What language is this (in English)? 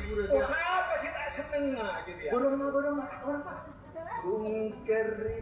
Madurese